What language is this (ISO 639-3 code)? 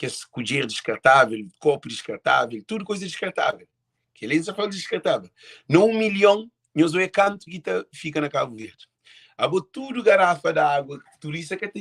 kea